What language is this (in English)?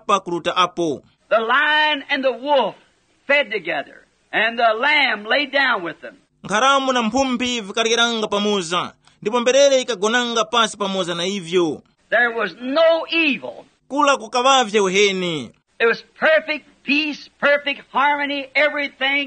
Tumbuka